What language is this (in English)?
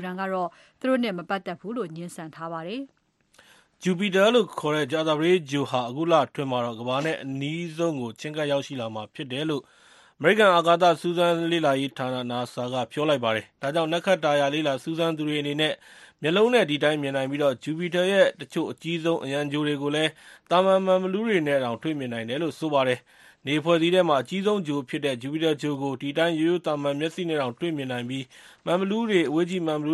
Burmese